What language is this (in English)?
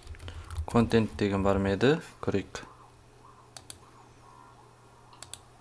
Kazakh